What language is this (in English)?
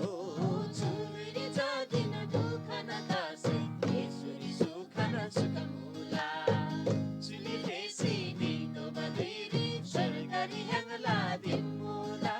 Eastern Tamang